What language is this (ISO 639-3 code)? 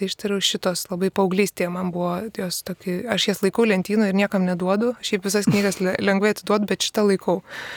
lit